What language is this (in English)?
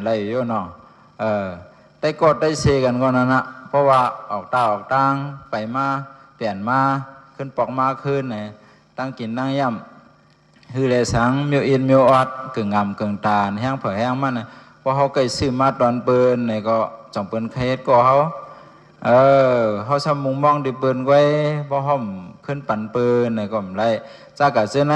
Shan